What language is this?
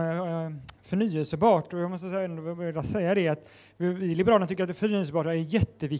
Swedish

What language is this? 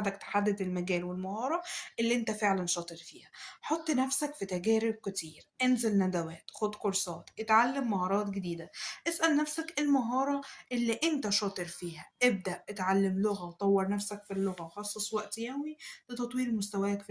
Egyptian Arabic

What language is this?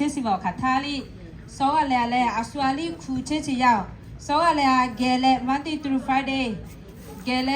Lahu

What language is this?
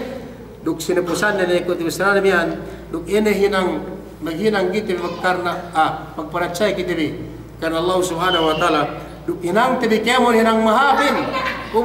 Yakan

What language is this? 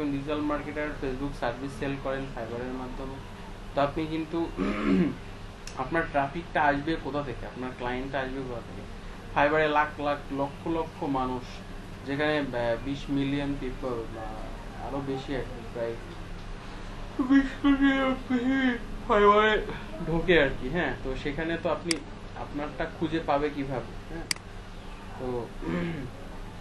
Bangla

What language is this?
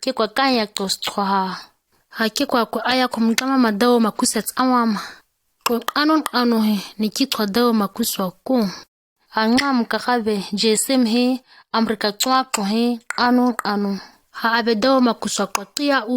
ǁGana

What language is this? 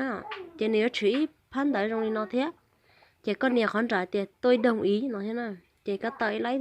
Hmong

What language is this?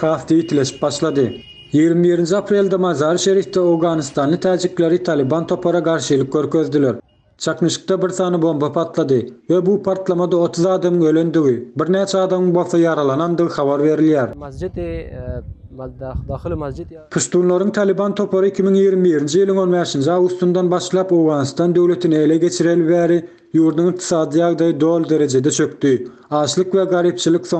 Turkmen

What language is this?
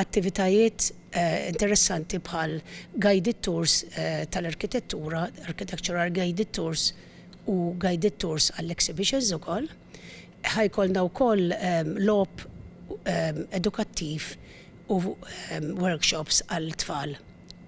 Maltese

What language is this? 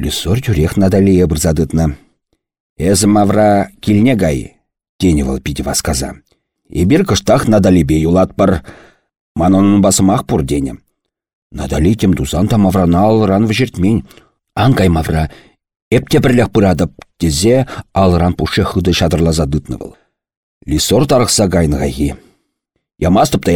Chuvash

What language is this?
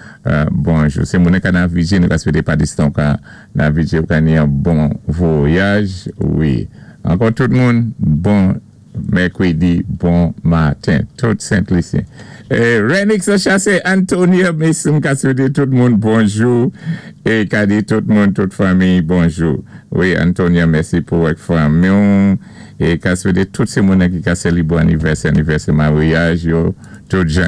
Saint Lucian Creole French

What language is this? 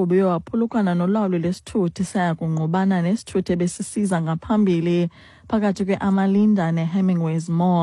Xhosa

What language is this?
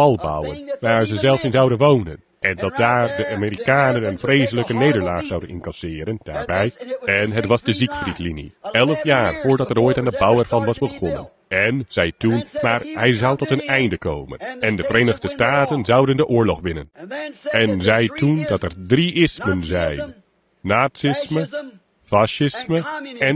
Dutch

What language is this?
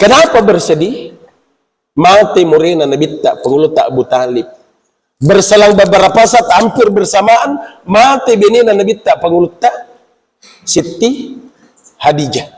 Buginese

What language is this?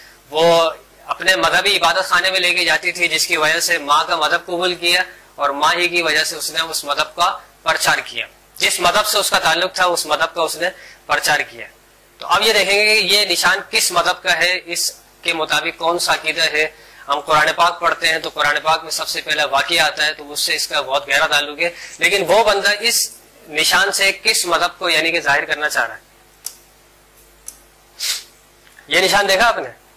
Urdu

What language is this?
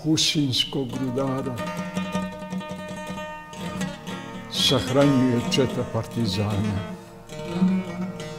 Bosnian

